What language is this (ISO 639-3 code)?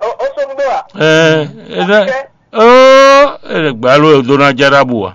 fon